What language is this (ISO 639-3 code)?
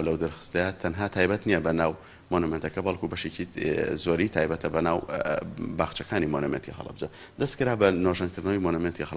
ckb